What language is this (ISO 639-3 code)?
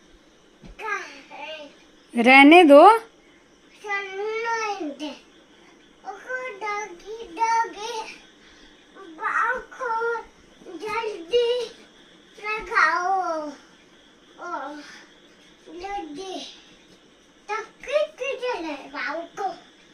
hin